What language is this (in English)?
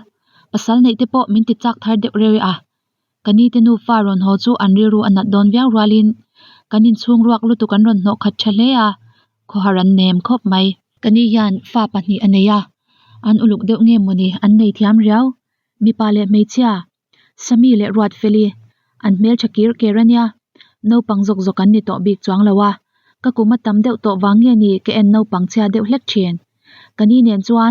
Mizo